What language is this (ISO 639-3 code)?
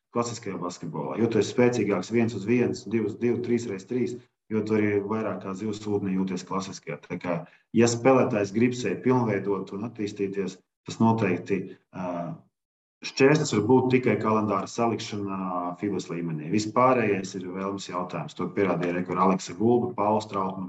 lav